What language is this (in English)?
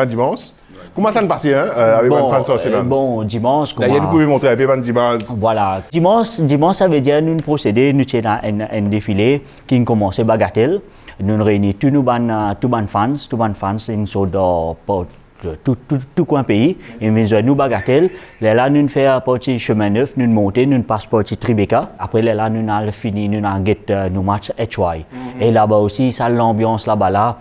Morisyen